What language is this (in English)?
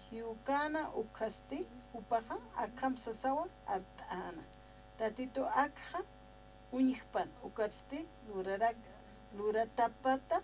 Aymara